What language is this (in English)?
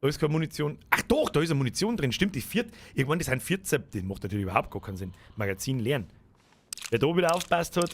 Bavarian